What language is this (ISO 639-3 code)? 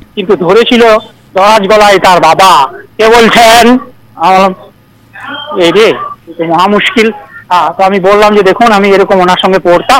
ben